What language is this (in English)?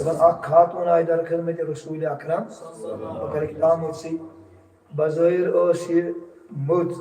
Kashmiri